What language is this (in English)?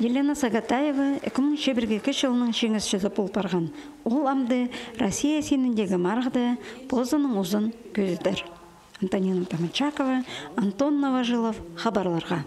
Khakas